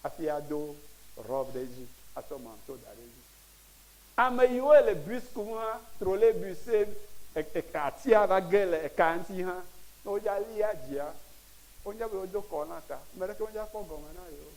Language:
Ewe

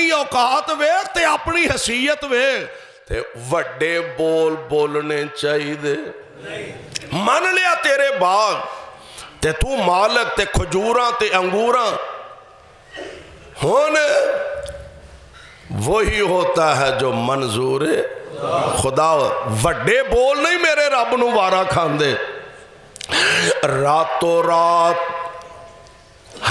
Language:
Western Panjabi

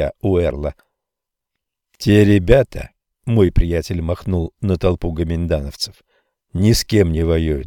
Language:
Russian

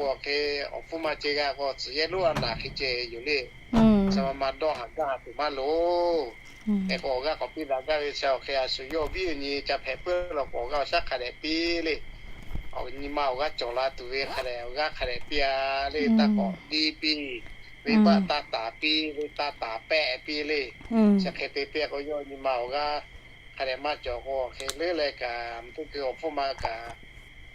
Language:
Lahu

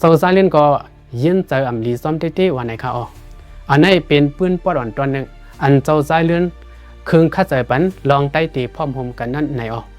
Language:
Shan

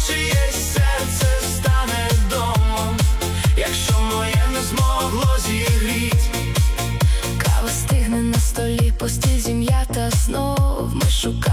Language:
Ukrainian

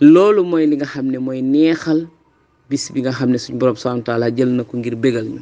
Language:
Wolof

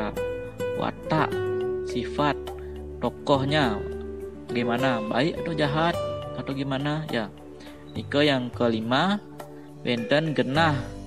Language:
Balinese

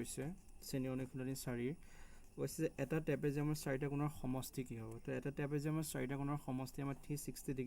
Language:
Assamese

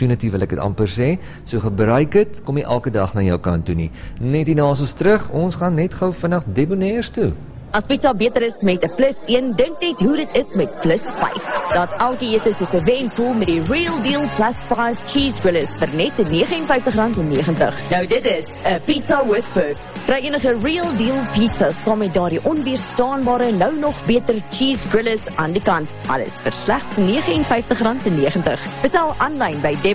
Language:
Afrikaans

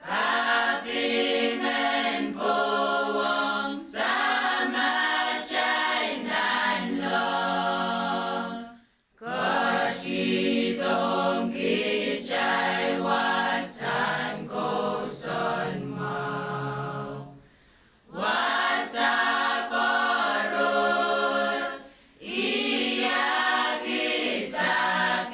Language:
Pohnpeian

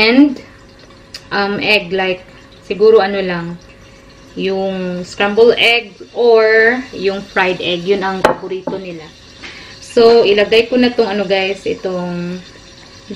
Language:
Filipino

